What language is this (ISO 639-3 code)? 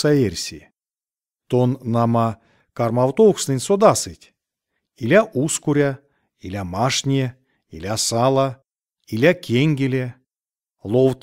myv